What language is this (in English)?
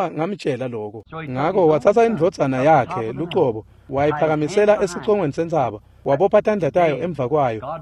Swati